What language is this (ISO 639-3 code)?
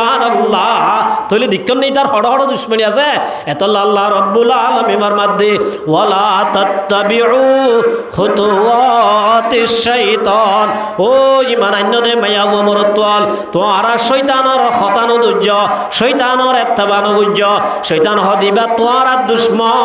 rhg